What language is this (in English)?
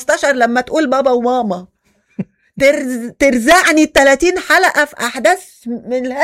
Mesopotamian Arabic